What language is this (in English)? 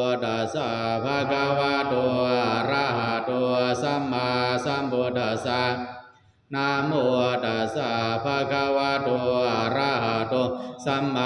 Pali